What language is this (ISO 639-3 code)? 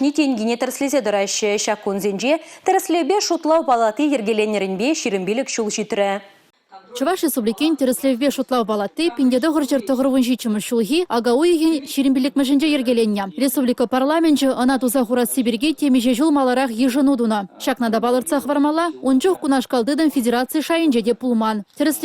chv